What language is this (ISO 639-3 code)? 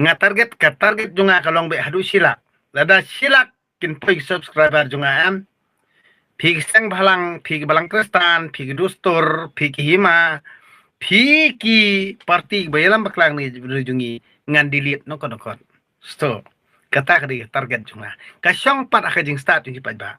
kha